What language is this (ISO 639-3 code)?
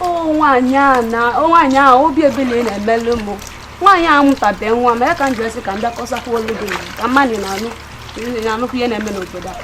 ibo